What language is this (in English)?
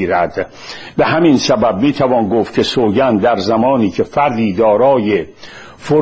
Persian